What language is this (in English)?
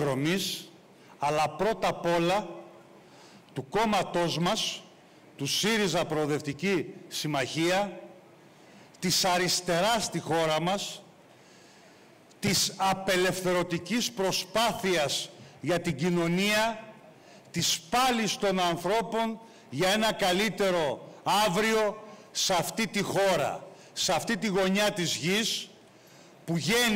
Greek